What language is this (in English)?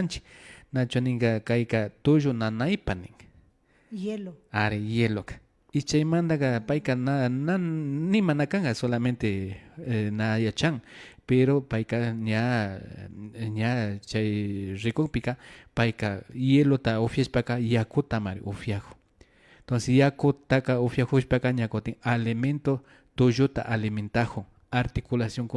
Imbabura Highland Quichua